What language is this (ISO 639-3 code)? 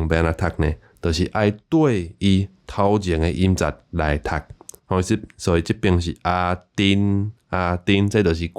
nan